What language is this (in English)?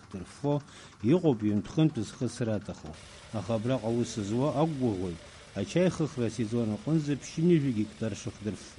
Abkhazian